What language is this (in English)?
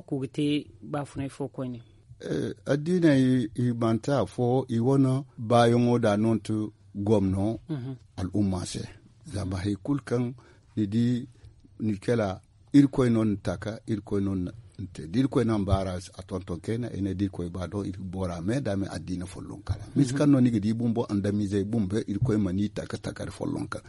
Zarma